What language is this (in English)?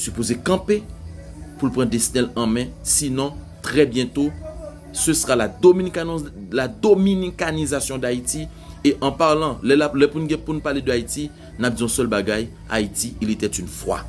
Haitian Creole